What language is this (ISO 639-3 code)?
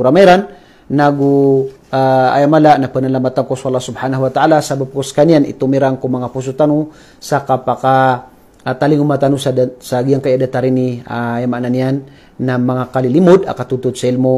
mrw